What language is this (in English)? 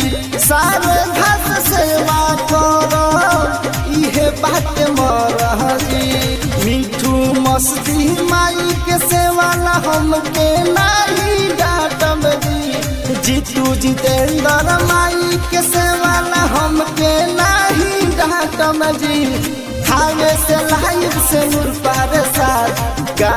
Bhojpuri